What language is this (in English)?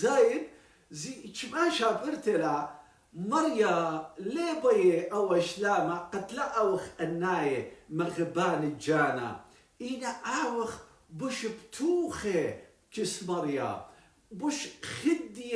Assyrian Neo-Aramaic